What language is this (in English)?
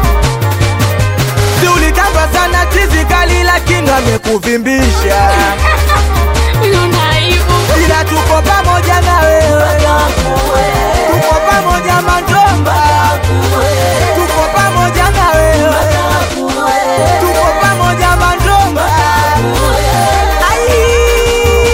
Swahili